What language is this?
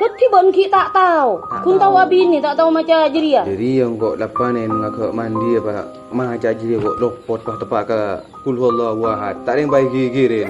Madurese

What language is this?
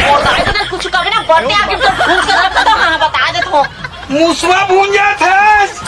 Chhattisgarhi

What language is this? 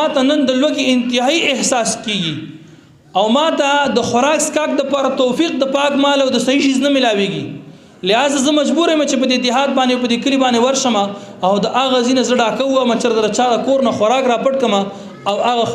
Pashto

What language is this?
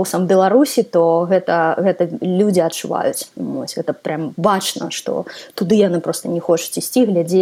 Belarusian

